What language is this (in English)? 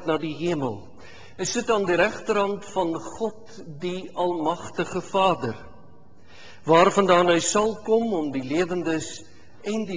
Afrikaans